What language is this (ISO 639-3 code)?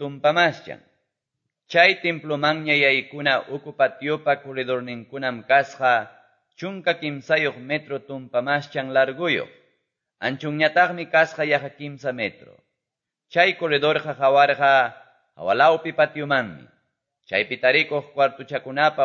que